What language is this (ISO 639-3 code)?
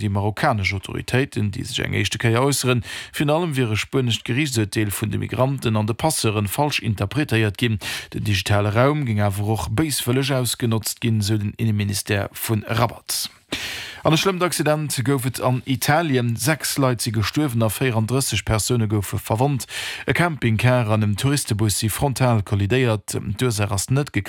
ltz